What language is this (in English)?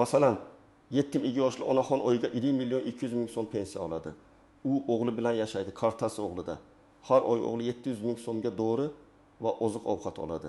Uzbek